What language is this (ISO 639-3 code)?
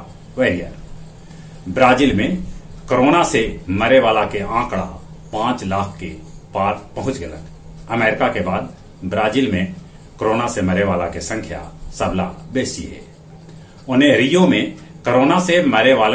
mag